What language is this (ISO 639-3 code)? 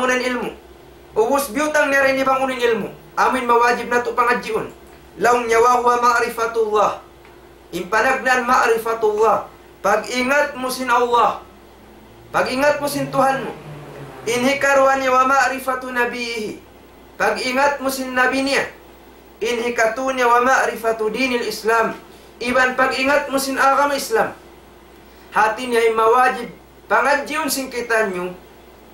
tsg